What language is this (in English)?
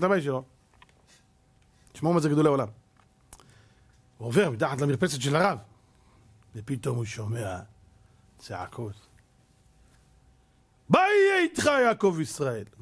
Hebrew